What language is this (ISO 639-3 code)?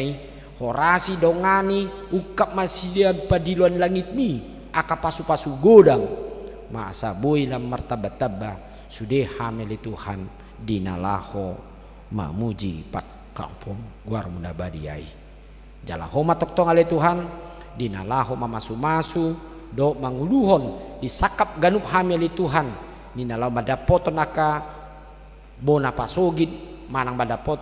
bbc